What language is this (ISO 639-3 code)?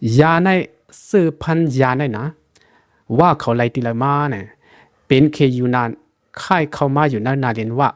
shn